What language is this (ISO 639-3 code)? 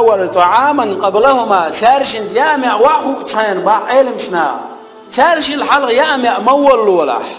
che